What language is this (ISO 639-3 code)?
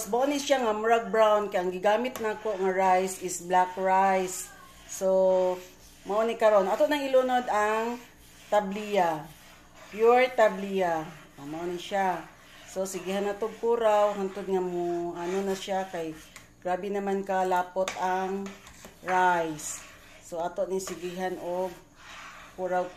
ceb